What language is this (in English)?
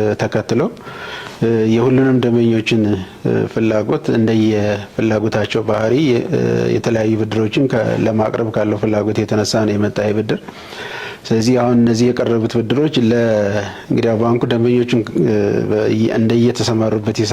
Amharic